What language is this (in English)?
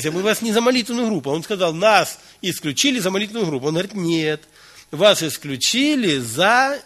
Russian